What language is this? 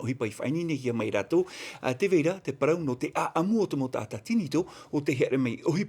Tahitian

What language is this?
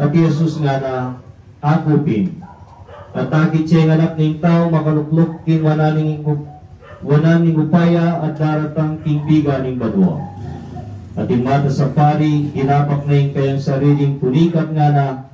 Pampanga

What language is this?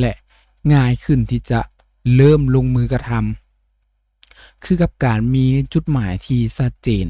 Lao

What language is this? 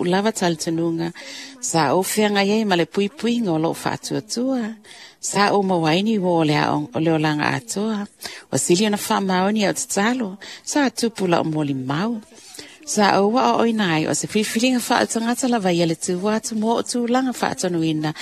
Samoan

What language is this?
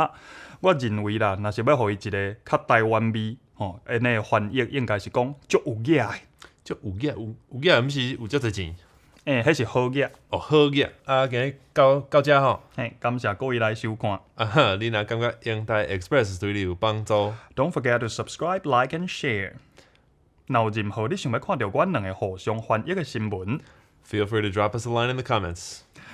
Min Nan Chinese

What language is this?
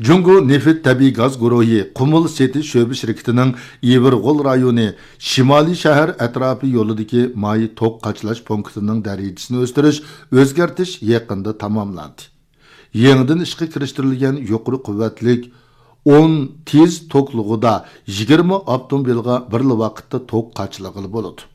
Uyghur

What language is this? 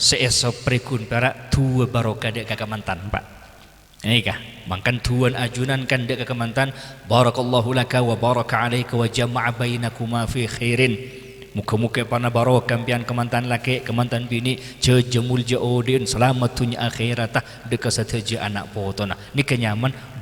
Madurese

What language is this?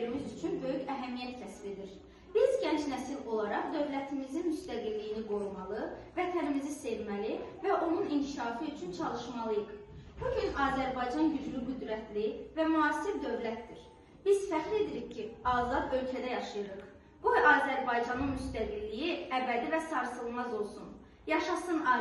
Azerbaijani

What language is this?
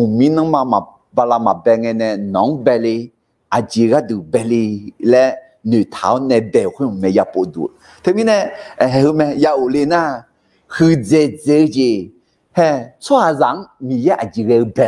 Akha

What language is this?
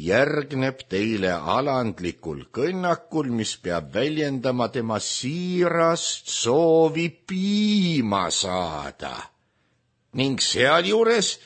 Estonian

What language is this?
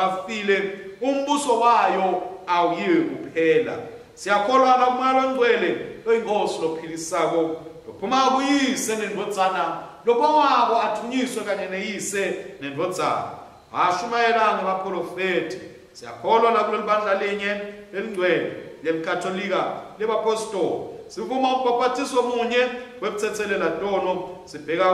Swati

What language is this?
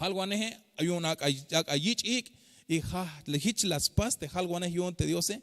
Tzeltal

